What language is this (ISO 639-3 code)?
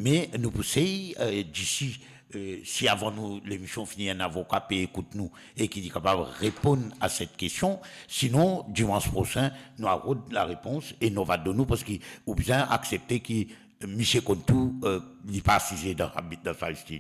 mfe